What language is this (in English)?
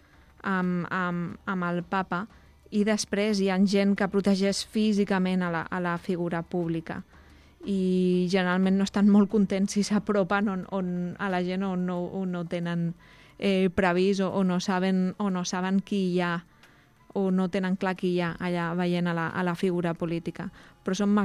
Catalan